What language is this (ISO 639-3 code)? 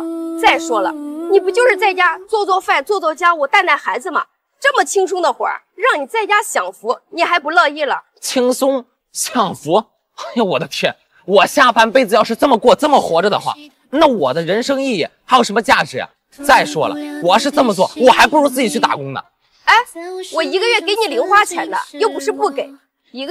zho